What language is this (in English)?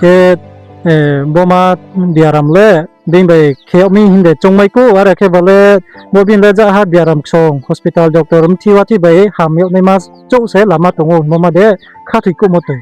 Riang (India)